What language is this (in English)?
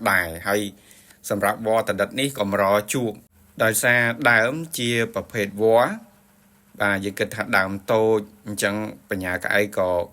Khmer